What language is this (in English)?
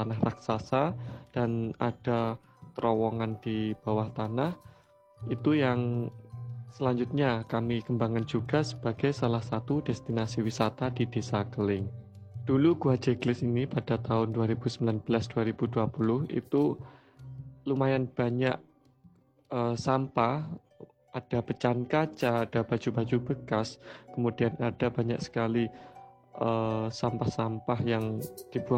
Indonesian